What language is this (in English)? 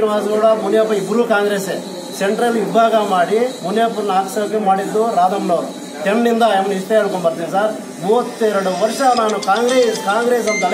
Kannada